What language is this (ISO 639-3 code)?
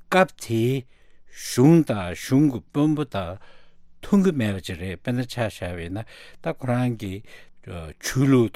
bod